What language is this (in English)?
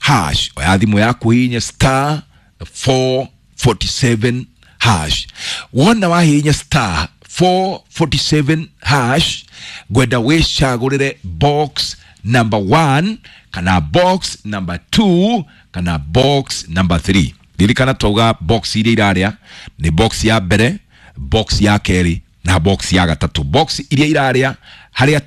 Kikuyu